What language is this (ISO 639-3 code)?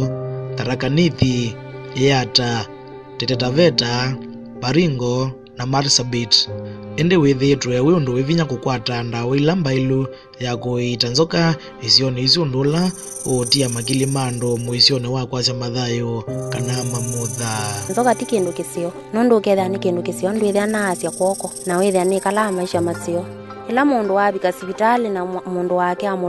kam